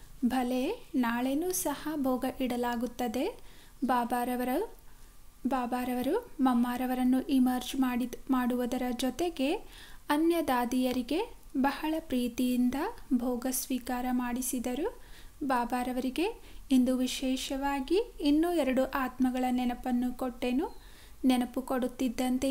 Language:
Kannada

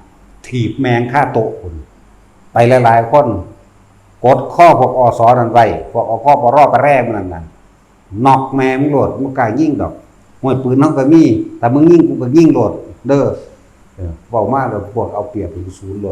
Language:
Northeastern Thai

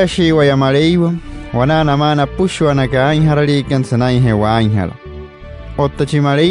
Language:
Wayuu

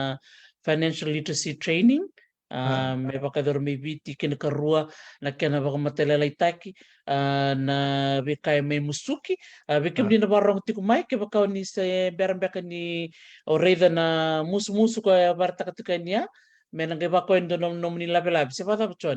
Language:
Fijian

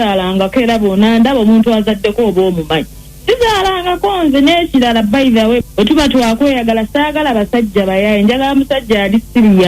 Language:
Ganda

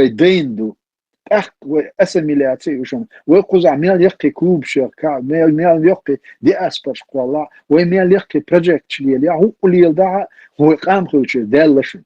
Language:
Chechen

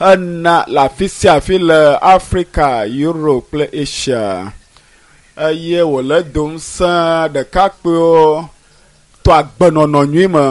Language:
Ewe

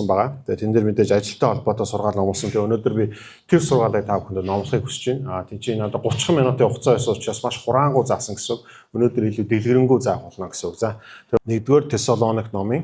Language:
Mongolian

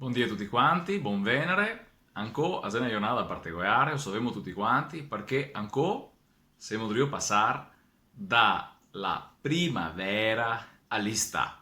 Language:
Venetian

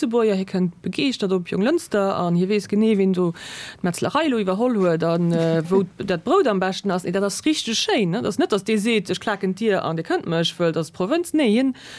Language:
Luxembourgish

